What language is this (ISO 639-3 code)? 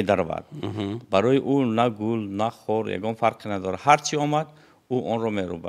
tgk